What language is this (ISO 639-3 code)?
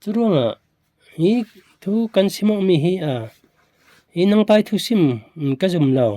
cfm